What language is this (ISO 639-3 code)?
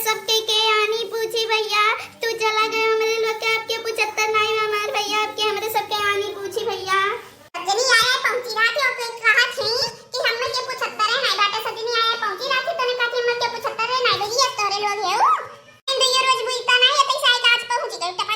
awa